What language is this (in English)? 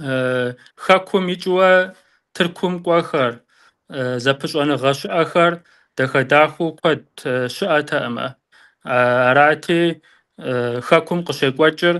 Kabardian